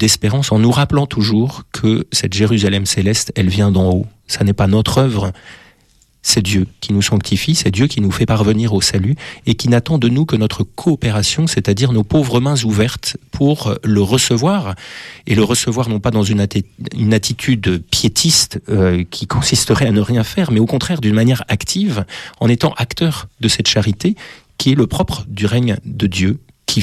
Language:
French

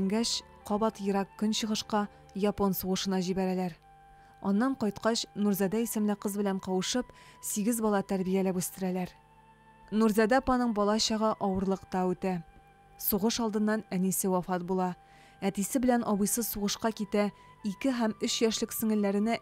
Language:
Tatar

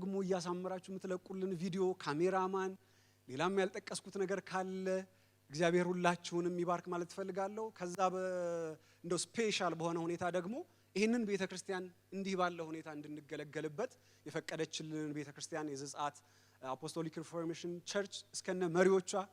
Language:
Amharic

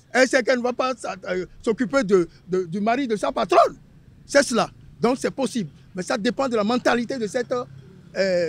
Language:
French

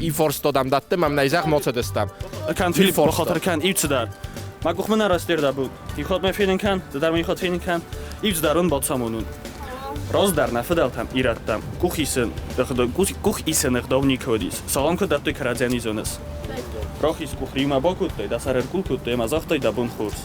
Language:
Ossetic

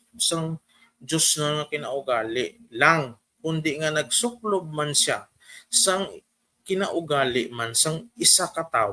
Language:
Hiligaynon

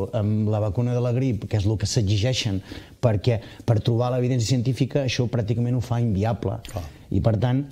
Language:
Catalan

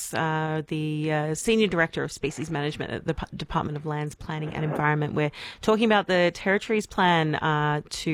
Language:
English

